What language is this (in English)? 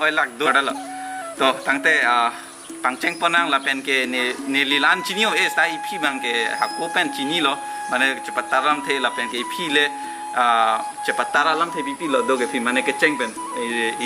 Karbi